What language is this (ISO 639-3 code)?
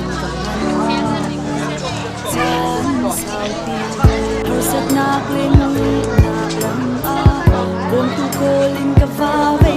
cnh